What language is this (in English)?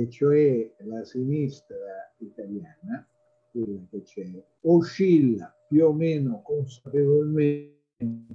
Italian